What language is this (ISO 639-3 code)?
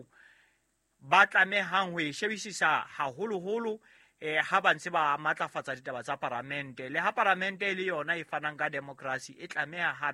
sot